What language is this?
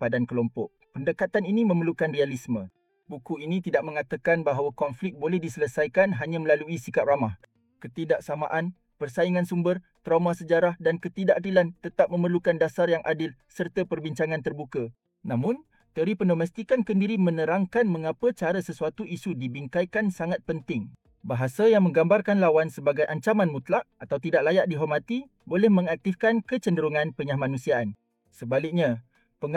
Malay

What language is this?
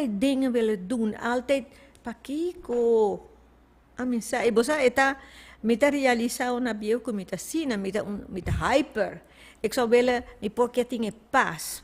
Papiamento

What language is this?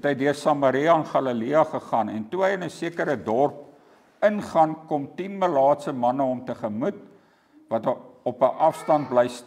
Afrikaans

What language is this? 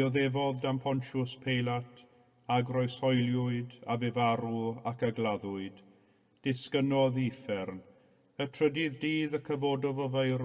Welsh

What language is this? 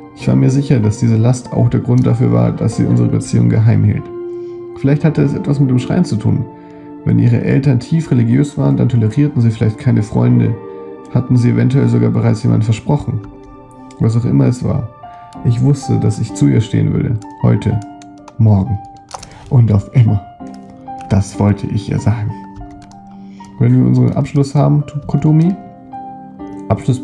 German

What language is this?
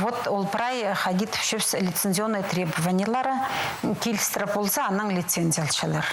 Khakas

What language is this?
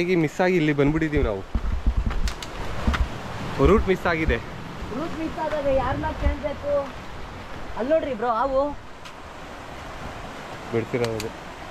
Kannada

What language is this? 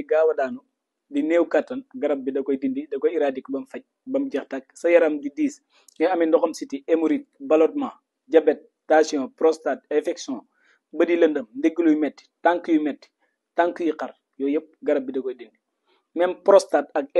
Wolof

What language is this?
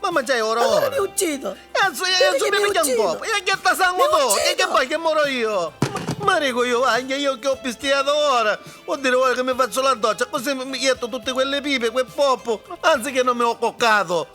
Neapolitan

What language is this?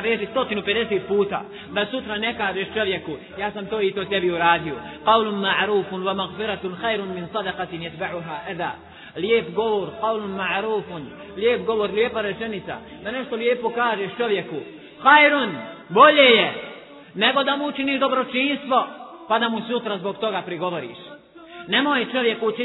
Bosnian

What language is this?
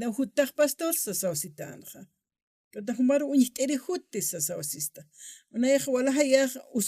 Aymara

